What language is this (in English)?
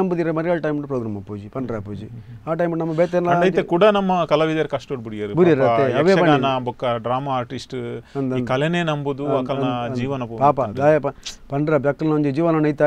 Tulu